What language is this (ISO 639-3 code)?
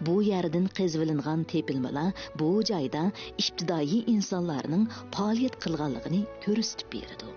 uig